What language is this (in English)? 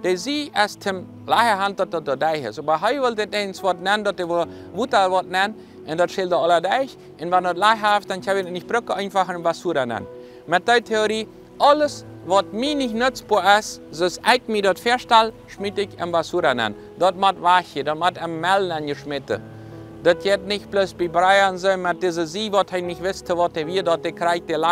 Plautdietsch